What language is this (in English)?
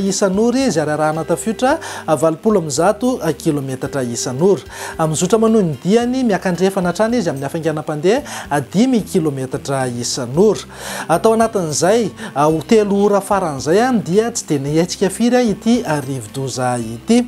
Malagasy